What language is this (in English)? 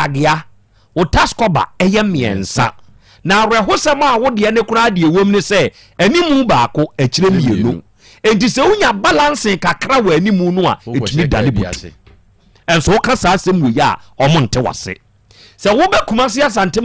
Akan